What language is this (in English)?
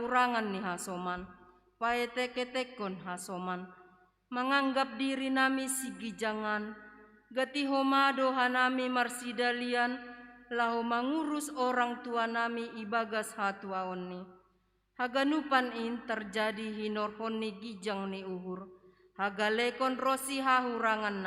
Batak Simalungun